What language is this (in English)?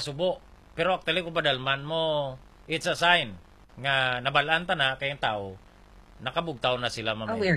Hiligaynon